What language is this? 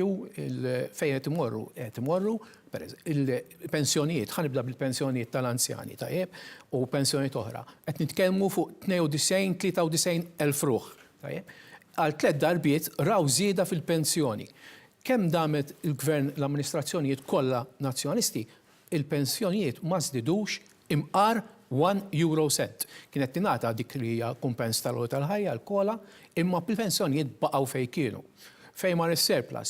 Maltese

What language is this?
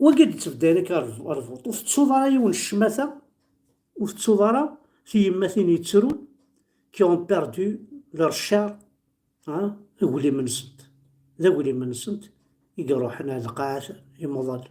Kabyle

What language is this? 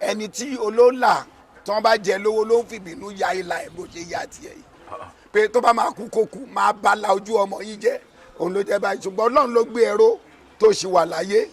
Yoruba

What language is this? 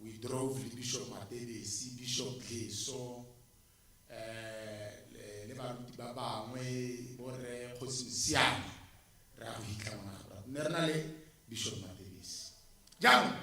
Tswana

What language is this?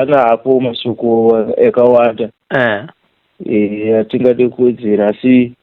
Shona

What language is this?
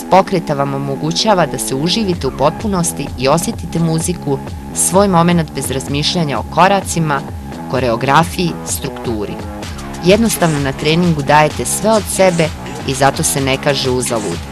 Bosnian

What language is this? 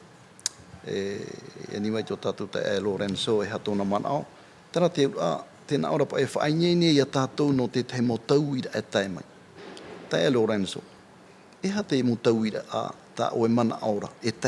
Tahitian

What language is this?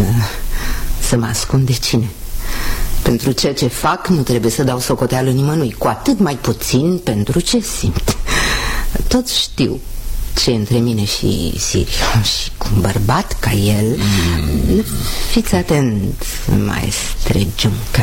Romanian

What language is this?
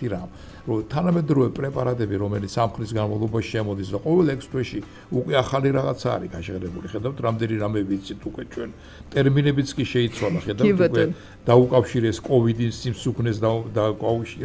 Georgian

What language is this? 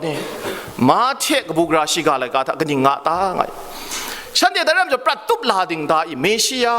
Kachin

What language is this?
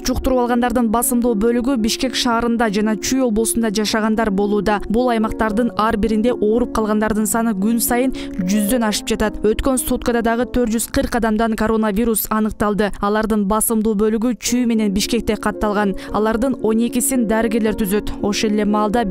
Kyrgyz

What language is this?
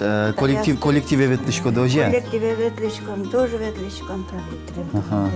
Udmurt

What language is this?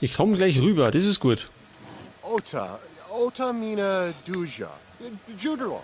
Bavarian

